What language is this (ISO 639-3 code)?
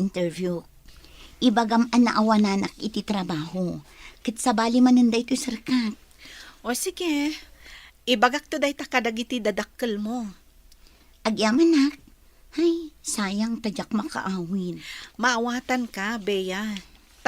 ilo